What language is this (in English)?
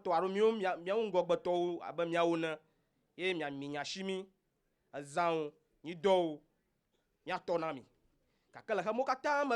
Ewe